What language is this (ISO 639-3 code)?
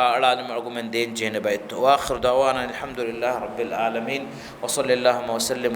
div